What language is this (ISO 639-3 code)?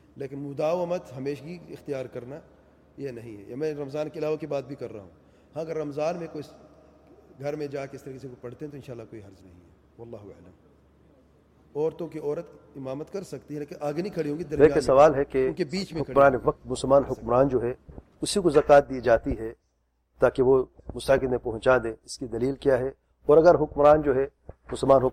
urd